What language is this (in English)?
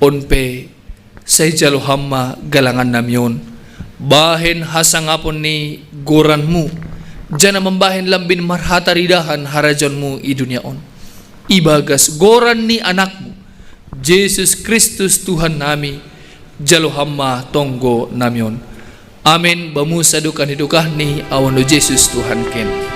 Batak Simalungun